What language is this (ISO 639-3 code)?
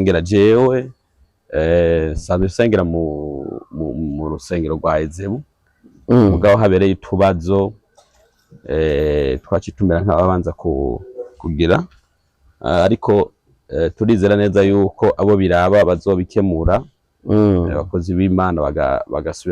run